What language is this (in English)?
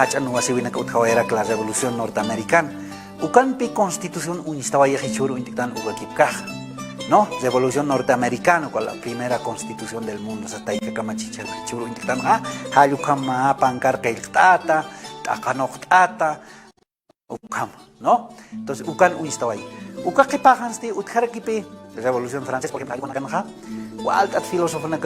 Aymara